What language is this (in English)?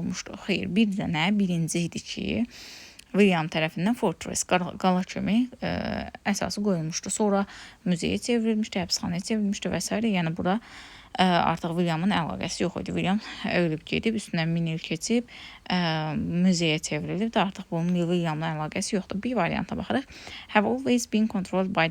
Azerbaijani